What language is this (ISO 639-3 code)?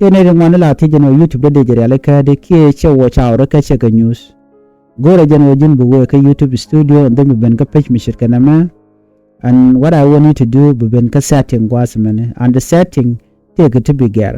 nus